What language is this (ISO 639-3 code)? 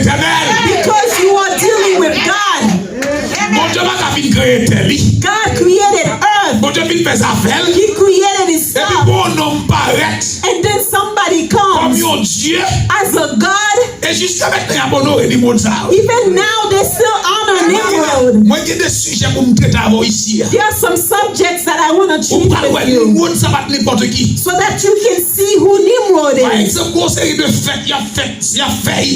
hat